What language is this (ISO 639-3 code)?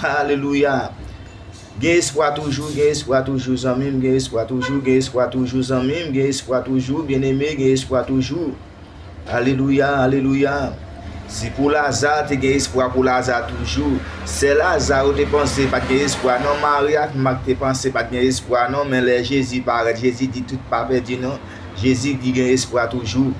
hat